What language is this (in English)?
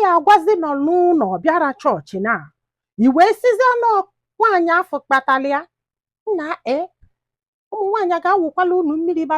Igbo